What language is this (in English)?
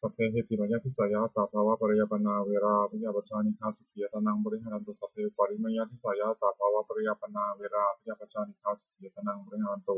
Pali